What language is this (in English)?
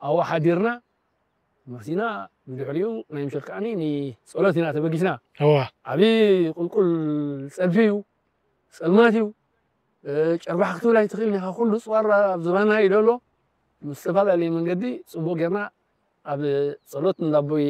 Tigrinya